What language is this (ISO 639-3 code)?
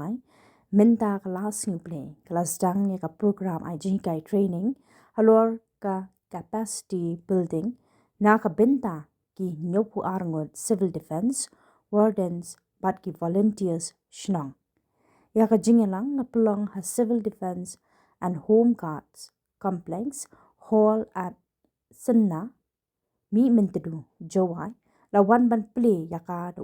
kha